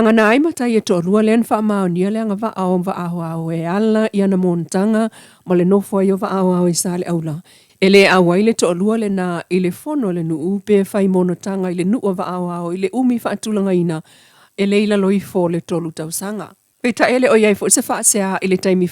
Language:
Samoan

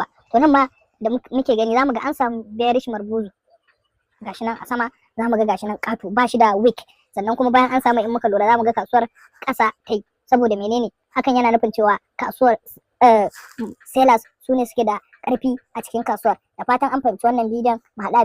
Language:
Hausa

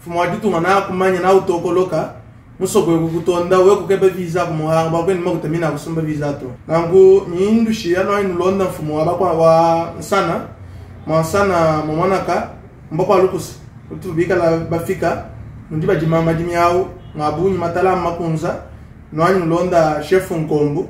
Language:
Luba-Lulua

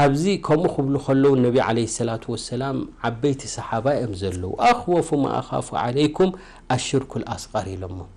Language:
Tigrinya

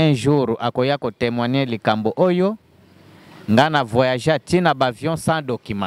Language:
Lingala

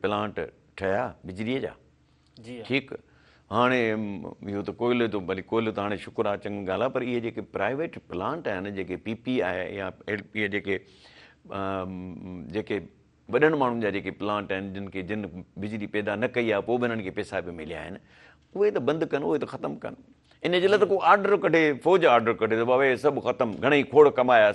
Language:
Sindhi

